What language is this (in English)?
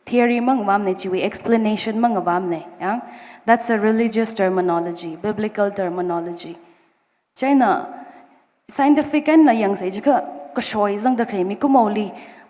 Tangkhul Naga (India)